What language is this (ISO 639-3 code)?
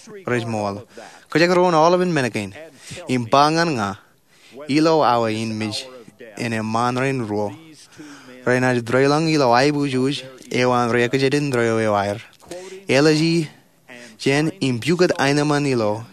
mah